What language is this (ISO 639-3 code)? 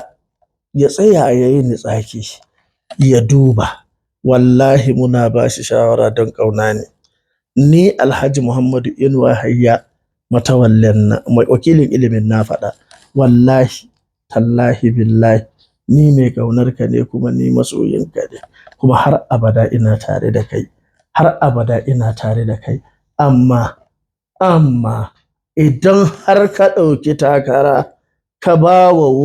hau